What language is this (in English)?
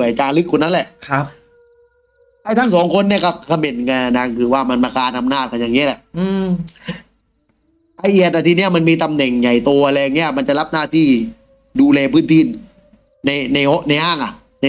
Thai